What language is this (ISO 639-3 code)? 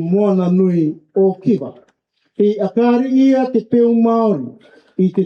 rar